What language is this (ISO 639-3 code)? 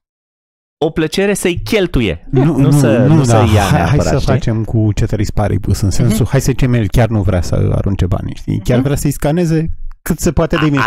ron